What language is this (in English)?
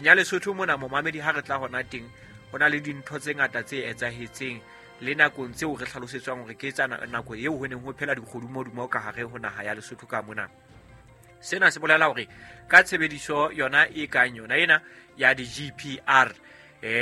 Southern Sotho